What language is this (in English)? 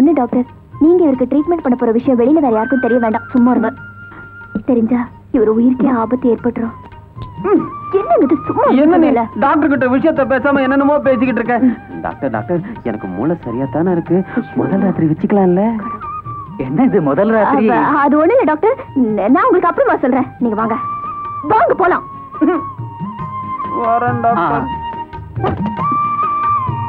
Tamil